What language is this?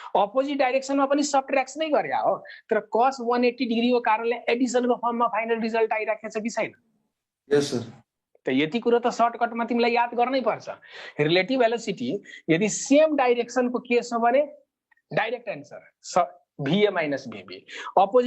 Nepali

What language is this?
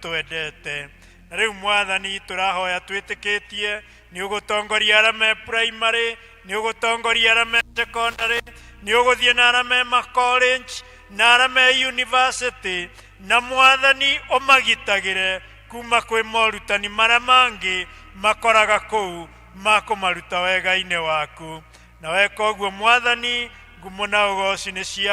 Kikuyu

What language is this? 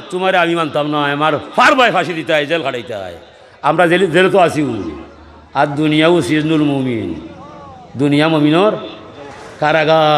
Sylheti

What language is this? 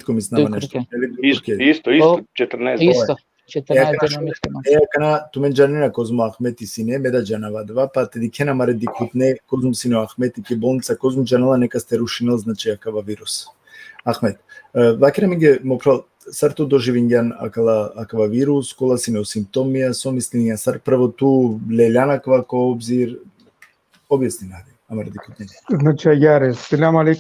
Balkan Romani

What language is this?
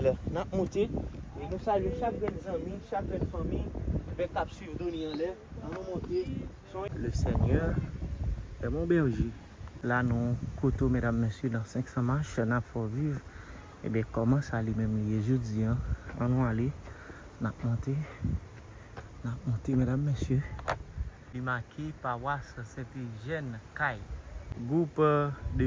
Haitian Creole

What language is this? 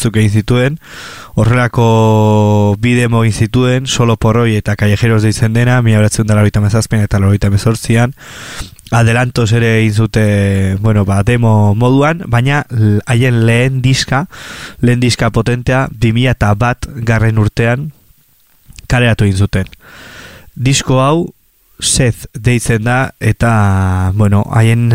Basque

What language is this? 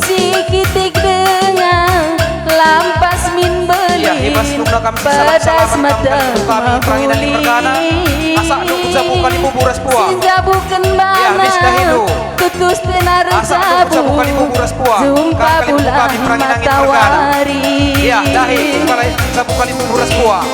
Batak Karo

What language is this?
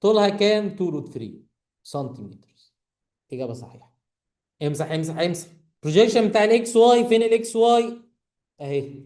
Egyptian Arabic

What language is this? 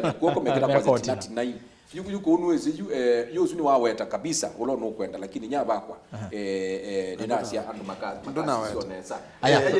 Kamba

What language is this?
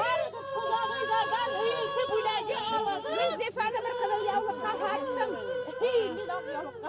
Bashkir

